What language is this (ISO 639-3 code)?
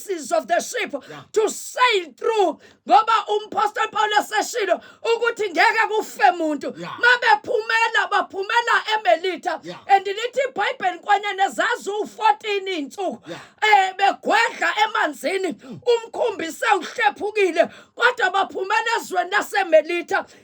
zul